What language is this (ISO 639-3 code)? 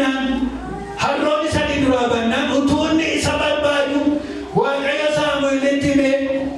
orm